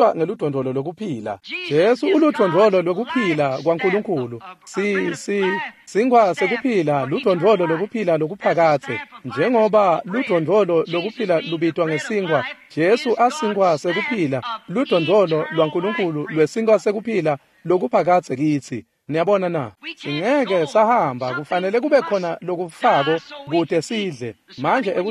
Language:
Swati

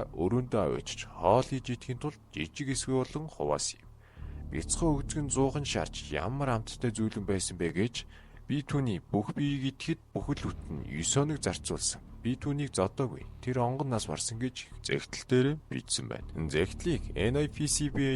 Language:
Mongolian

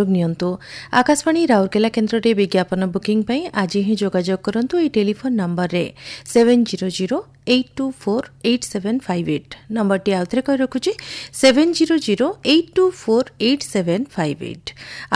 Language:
Odia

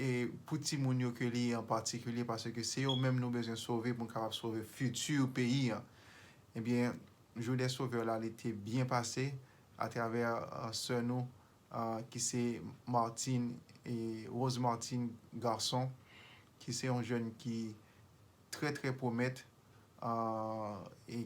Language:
Haitian Creole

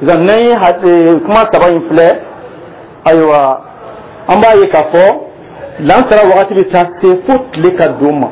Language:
Dyula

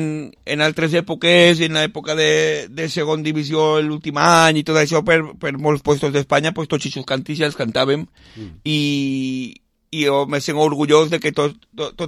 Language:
Catalan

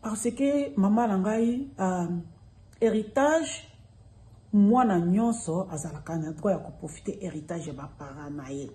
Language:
Lingala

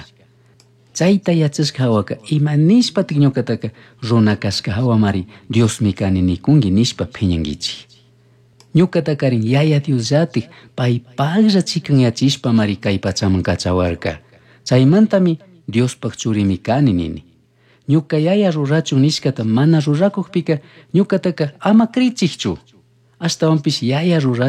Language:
Chimborazo Highland Quichua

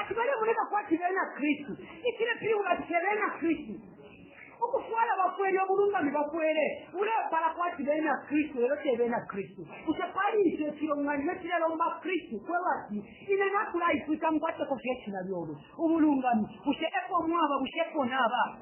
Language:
Bemba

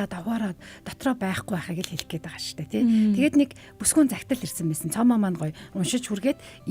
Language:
Mongolian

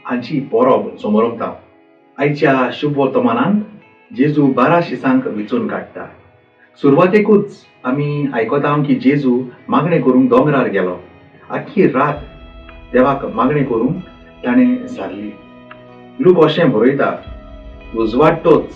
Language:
Konkani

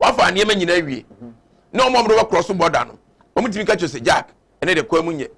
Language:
Akan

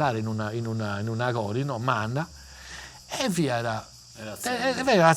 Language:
Sardinian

